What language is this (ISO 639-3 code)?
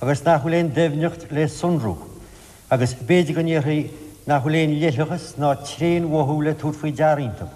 gle